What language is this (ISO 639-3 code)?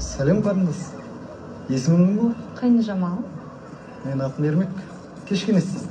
kaz